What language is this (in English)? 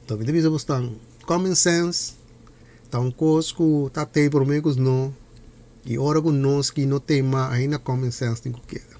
Papiamento